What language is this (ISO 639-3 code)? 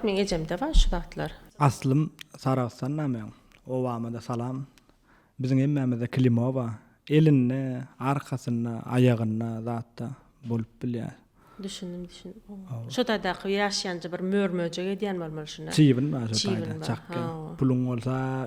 tuk